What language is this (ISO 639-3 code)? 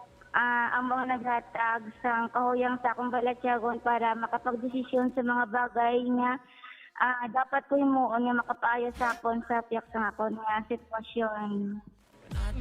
hil